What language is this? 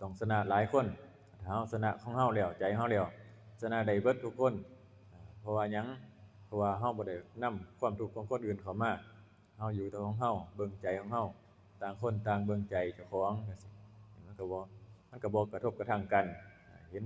Northeastern Thai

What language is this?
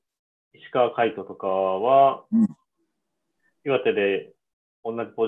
Japanese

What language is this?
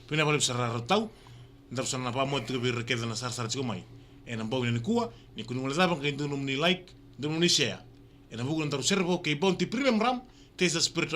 Fijian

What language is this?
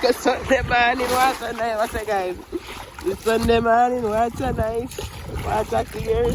Jamaican Creole English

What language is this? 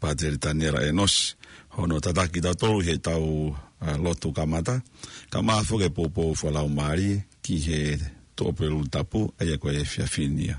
Tongan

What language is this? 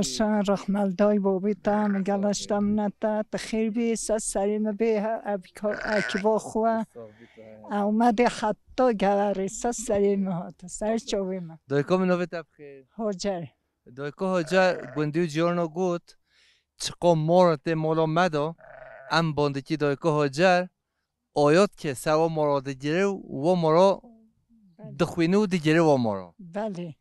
Kurdish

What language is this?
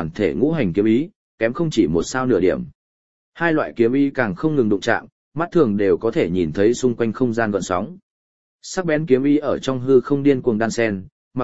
Vietnamese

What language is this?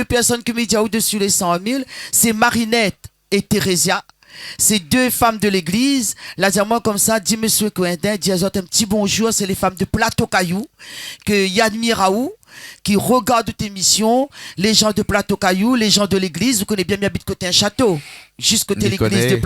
Réunion Creole French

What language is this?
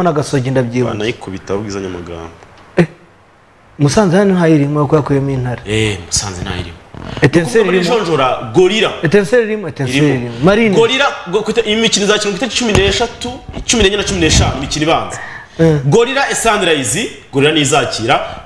Kinyarwanda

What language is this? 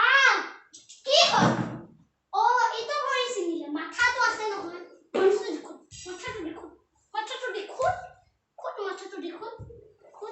Assamese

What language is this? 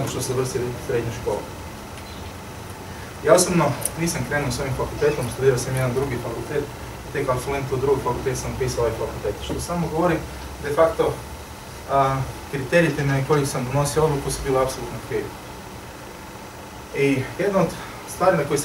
Croatian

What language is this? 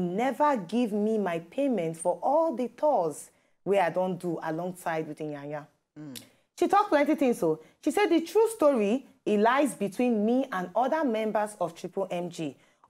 Nigerian Pidgin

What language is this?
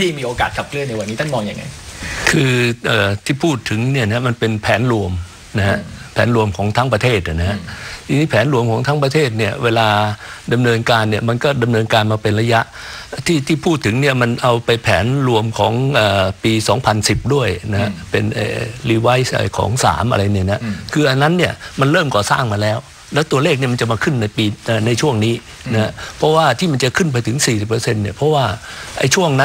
Thai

